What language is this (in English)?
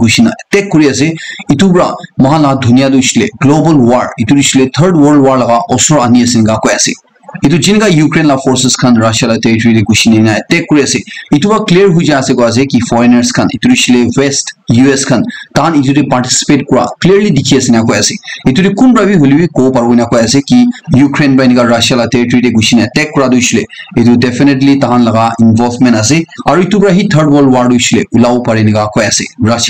Naga Pidgin